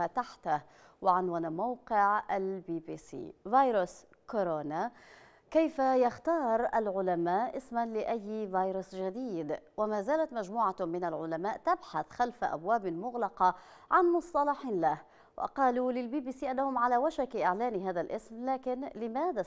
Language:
Arabic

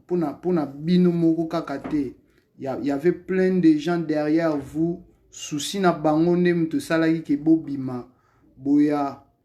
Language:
Lingala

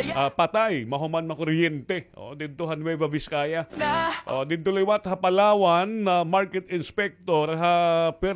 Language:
Waray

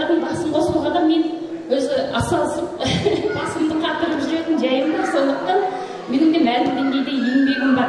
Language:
Kazakh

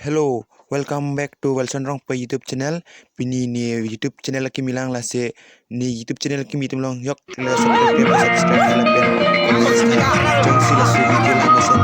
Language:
Karbi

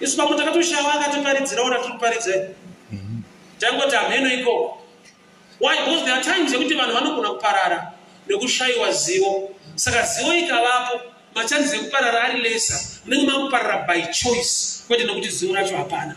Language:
Shona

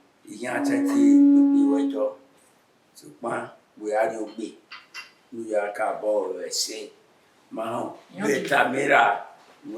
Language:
Bini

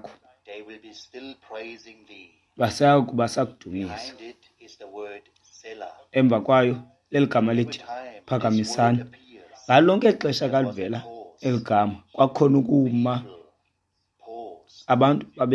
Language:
Xhosa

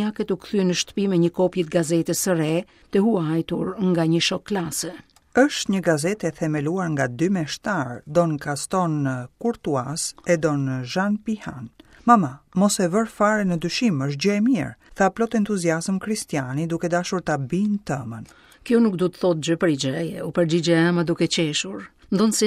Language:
Albanian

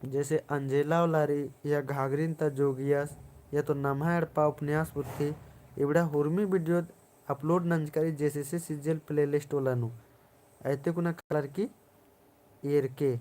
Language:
Kurukh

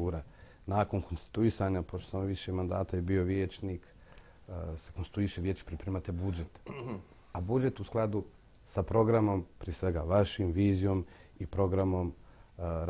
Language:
Bosnian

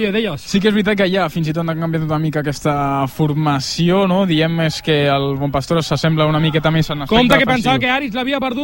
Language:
Catalan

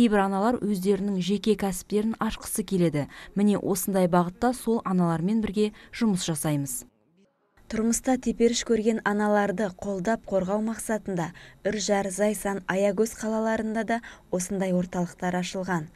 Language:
Kazakh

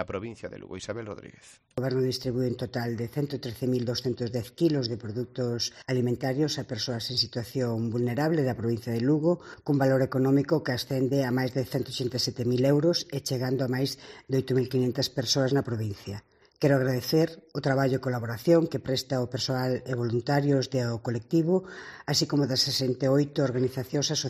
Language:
Galician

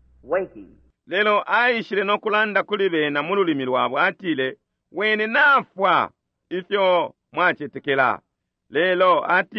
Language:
Bemba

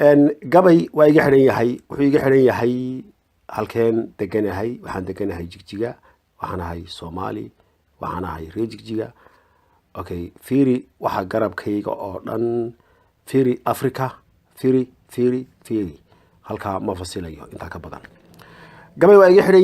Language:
Somali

